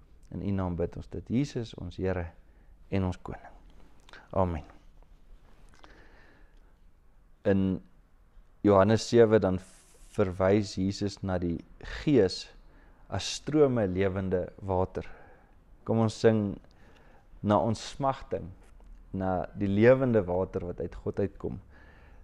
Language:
Afrikaans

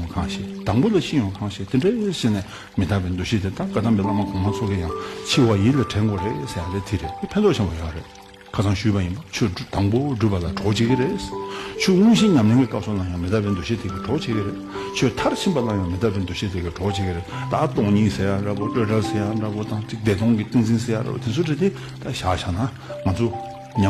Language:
Tibetan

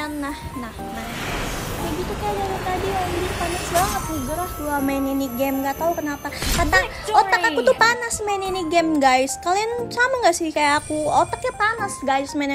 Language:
Indonesian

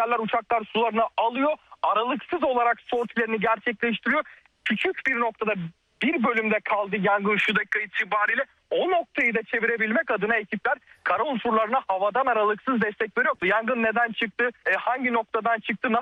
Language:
Turkish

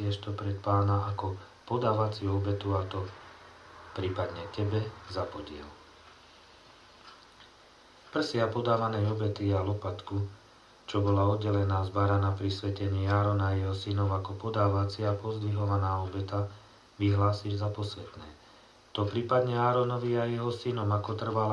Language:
Slovak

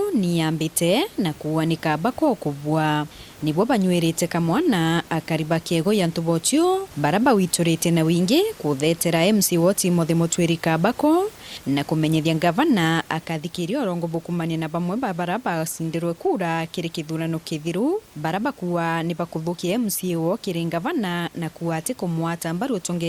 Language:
Meru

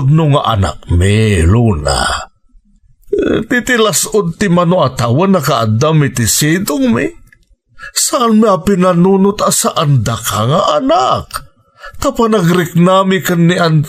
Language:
Iloko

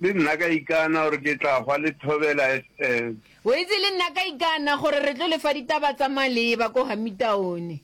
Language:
Northern Sotho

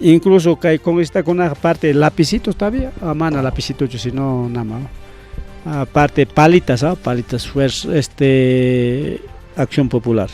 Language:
Ayacucho Quechua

